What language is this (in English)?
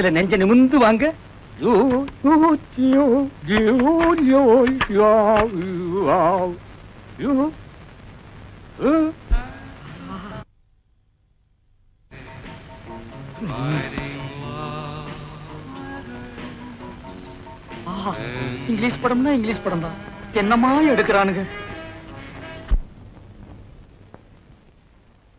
Tamil